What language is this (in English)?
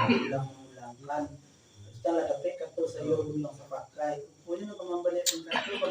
Minangkabau